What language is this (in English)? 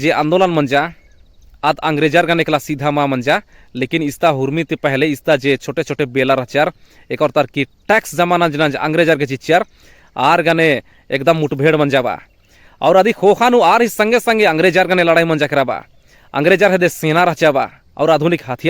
Kurukh